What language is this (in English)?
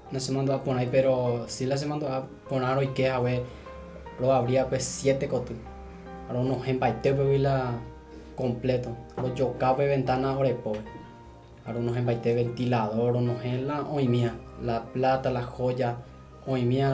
Guarani